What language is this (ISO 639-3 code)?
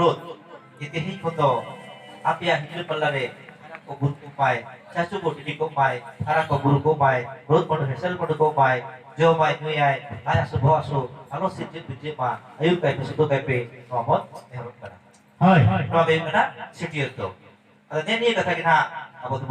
sat